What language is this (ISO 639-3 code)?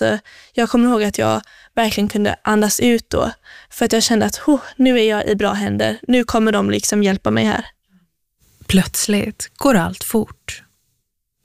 swe